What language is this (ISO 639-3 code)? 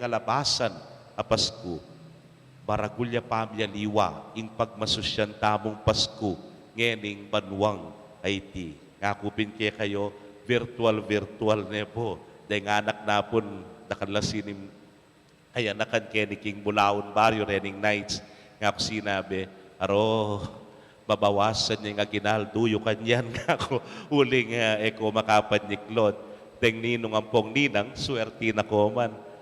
pam